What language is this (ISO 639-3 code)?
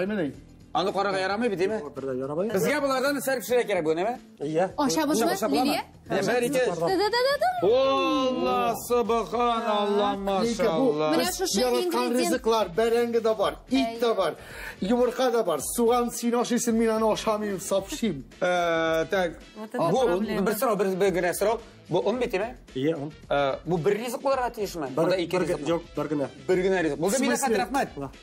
tat